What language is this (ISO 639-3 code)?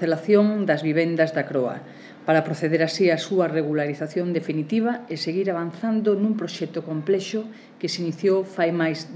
glg